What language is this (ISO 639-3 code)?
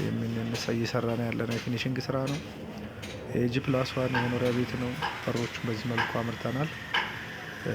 amh